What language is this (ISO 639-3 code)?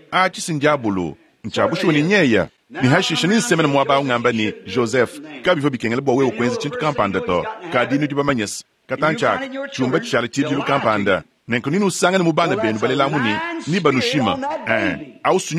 lua